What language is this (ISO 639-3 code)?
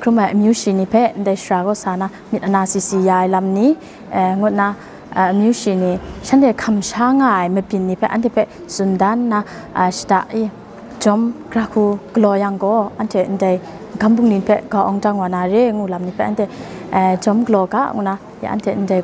kac